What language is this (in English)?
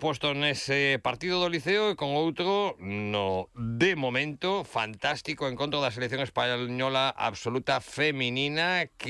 Galician